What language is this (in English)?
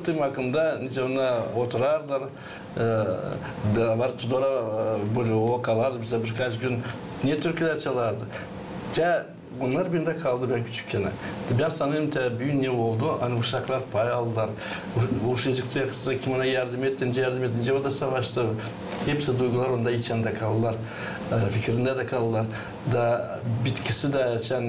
Gagauz